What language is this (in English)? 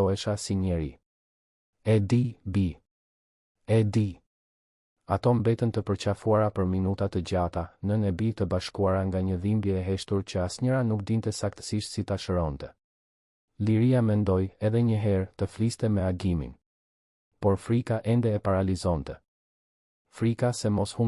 Albanian